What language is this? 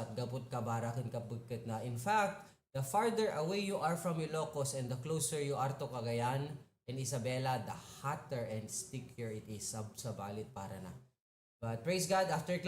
Iloko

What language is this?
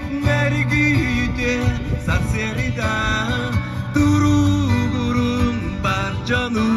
Yakut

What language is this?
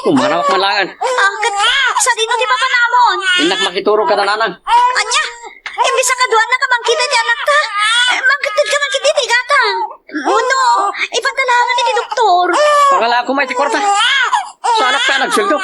Iloko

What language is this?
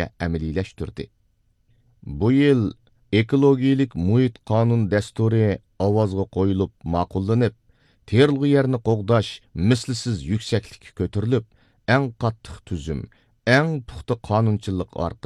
Uyghur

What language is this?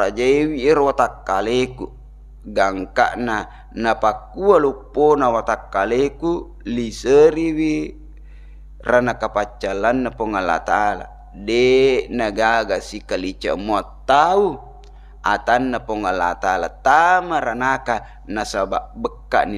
Buginese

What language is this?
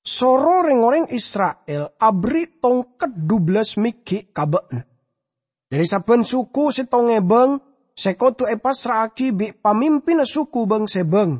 Madurese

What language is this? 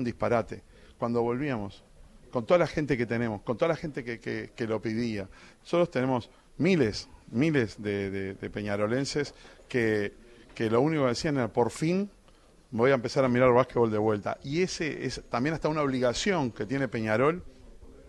Spanish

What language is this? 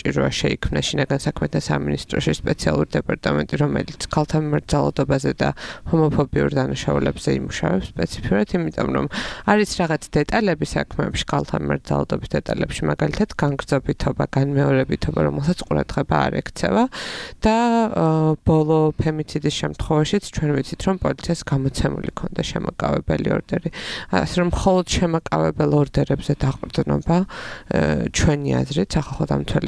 Georgian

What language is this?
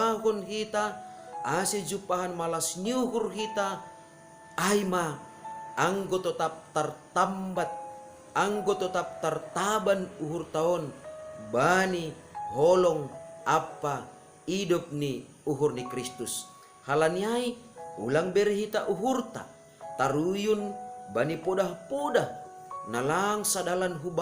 Batak Simalungun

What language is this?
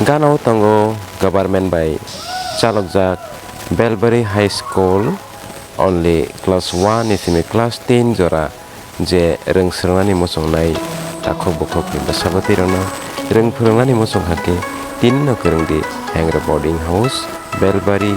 Kok Borok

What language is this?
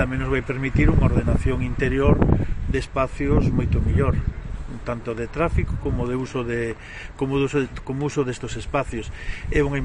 Galician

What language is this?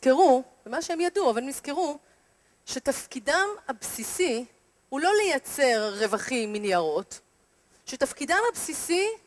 Hebrew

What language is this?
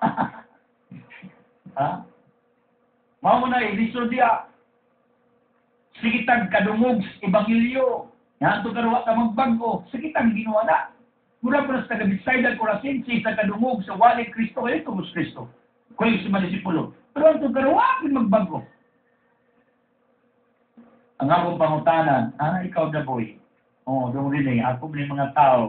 Cebuano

